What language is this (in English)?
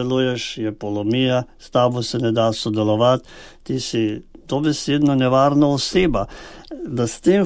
Slovenian